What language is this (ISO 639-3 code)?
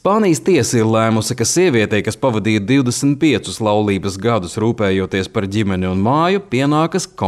lav